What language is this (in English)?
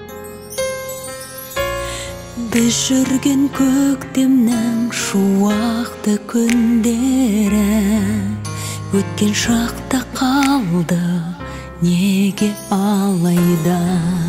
Kazakh